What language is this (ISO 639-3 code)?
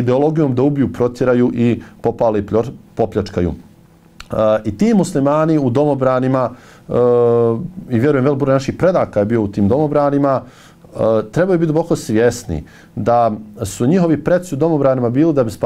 bos